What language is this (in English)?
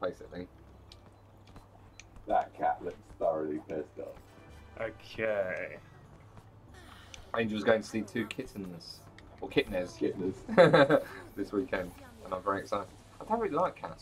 English